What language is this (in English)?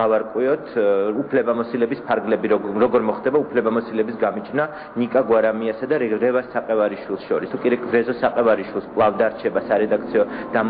Georgian